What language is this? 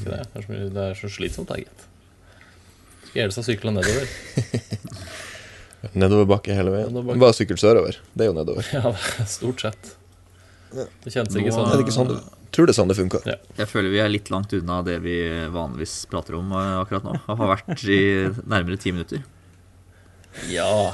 Norwegian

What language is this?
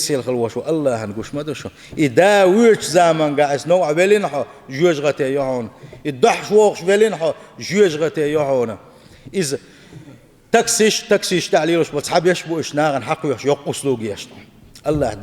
Chechen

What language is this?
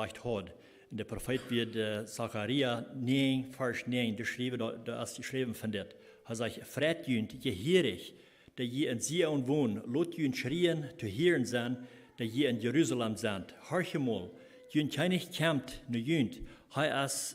Plautdietsch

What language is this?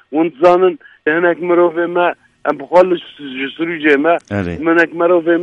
Kurdish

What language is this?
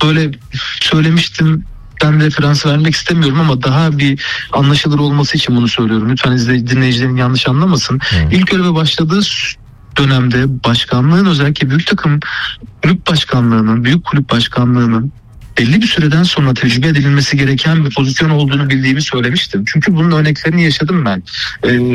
Turkish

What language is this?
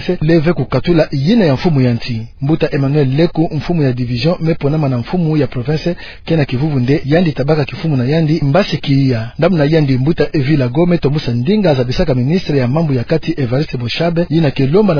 Kituba (Democratic Republic of Congo)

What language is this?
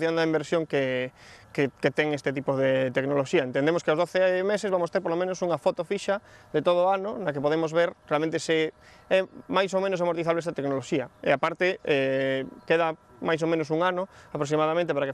Galician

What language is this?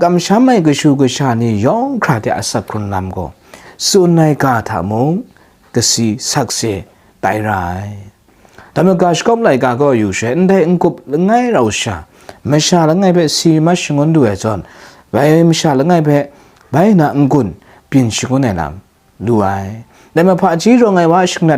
Kachin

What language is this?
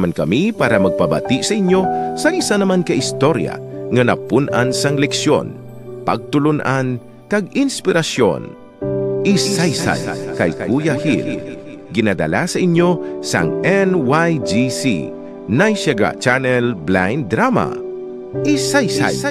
Hiligaynon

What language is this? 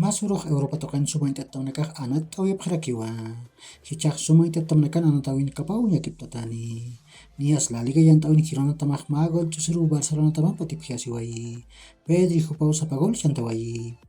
Aymara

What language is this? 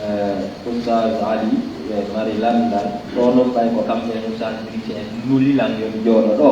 Fula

